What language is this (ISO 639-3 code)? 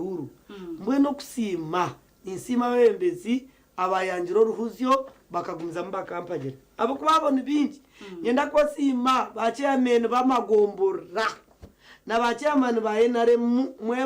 nyn